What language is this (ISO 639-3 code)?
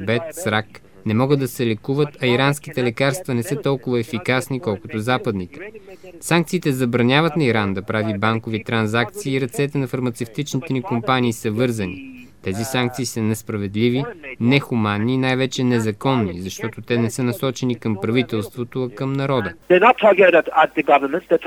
bul